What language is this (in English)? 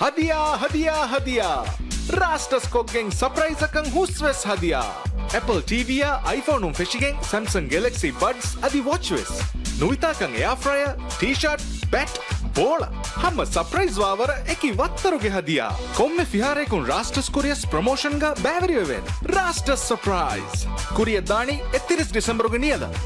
Divehi